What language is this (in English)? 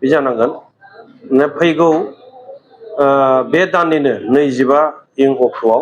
Bodo